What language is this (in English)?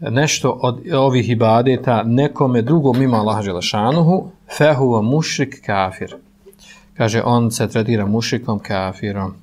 Bosnian